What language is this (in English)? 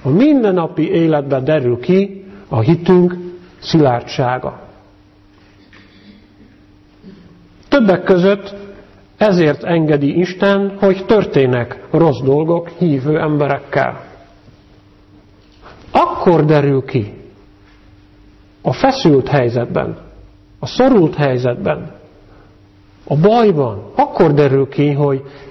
Hungarian